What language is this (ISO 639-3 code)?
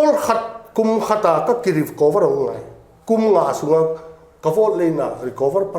pck